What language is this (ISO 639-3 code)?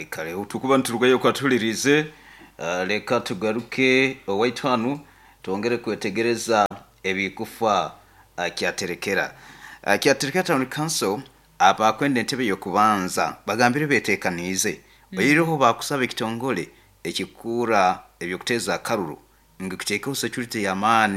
nyo